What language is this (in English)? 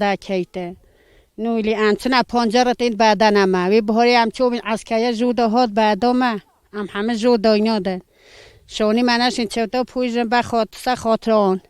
Kurdish